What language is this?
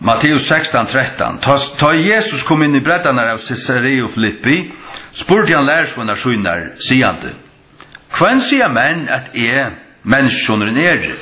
Faroese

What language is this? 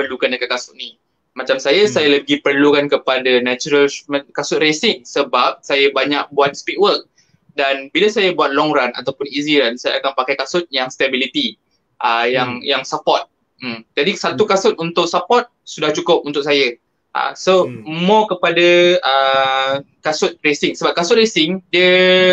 Malay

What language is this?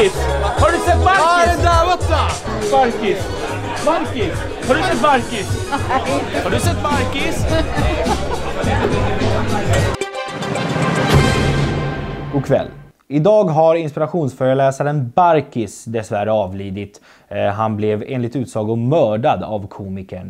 Swedish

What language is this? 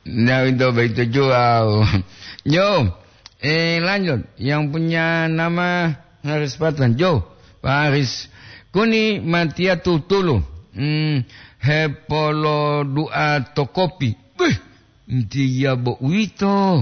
Gorontalo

